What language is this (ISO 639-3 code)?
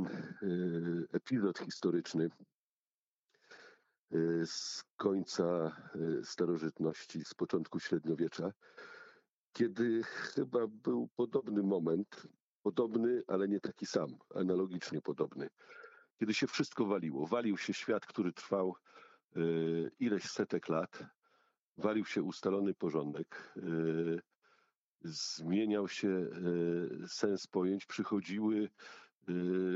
pol